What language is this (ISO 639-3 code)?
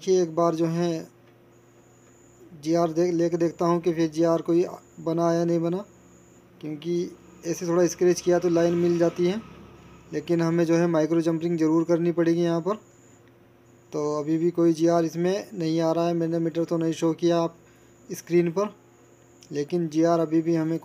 hin